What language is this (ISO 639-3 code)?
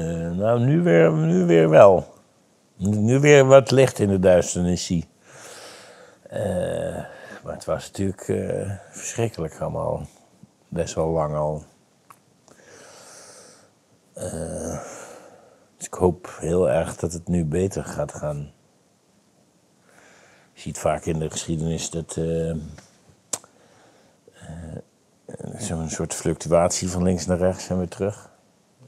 nld